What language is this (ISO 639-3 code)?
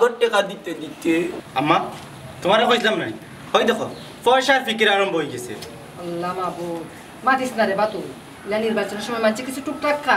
syl